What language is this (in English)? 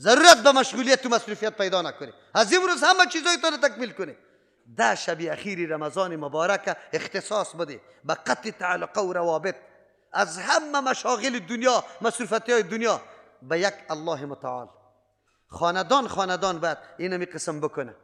Persian